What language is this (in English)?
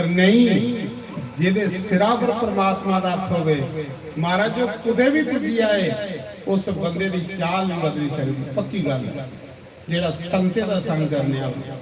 Dogri